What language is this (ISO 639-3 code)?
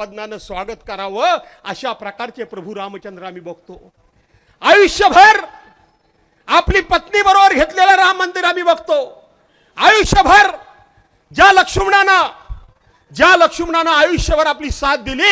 mar